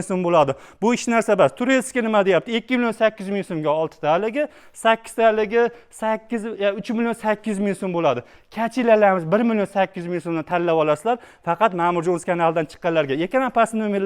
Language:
Uzbek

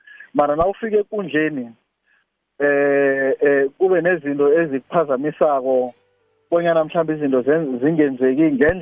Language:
South Ndebele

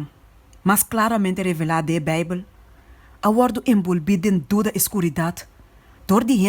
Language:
Papiamento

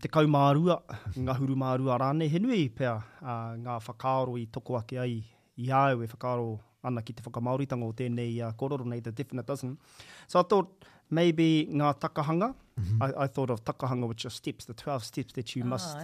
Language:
Māori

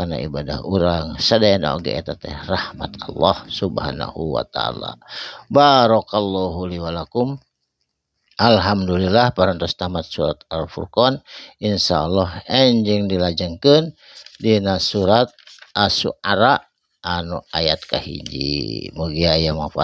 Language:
Sundanese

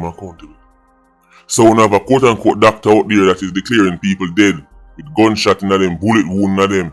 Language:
Jamaican Creole English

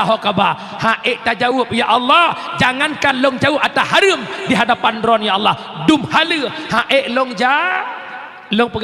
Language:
Achinese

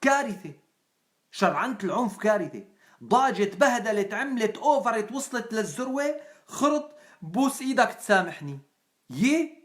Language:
North Levantine Arabic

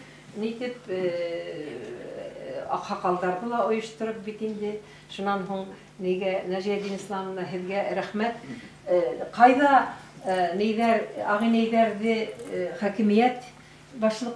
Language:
Bashkir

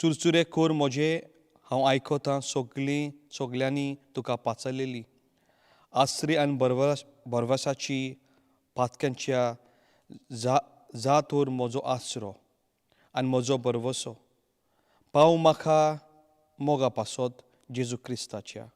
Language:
Konkani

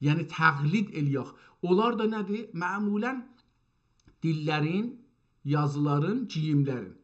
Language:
South Azerbaijani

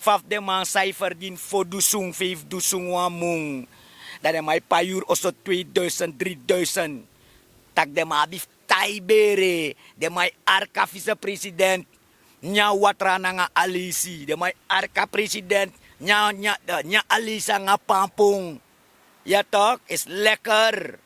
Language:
Sranan Tongo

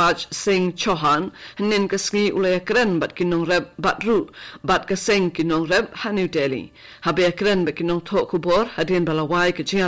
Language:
Khasi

